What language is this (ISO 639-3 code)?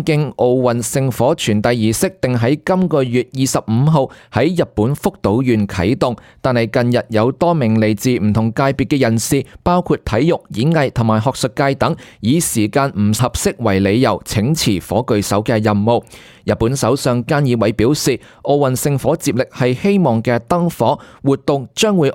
yue